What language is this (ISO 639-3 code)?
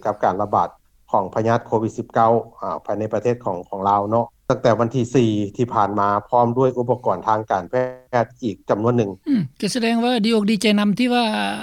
lao